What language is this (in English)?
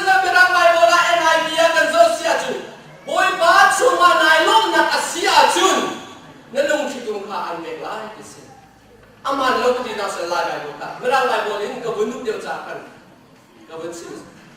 Hakha Chin